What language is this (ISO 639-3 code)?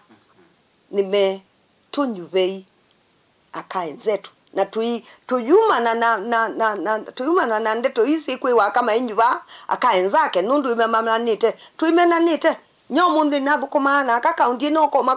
kam